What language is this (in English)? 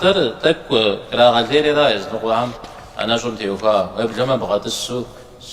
Kabardian